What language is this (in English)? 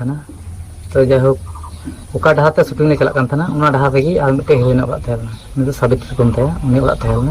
Santali